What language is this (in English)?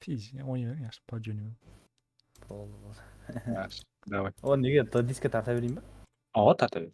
Kara-Kalpak